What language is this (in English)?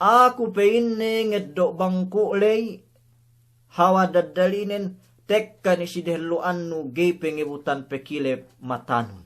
Yakan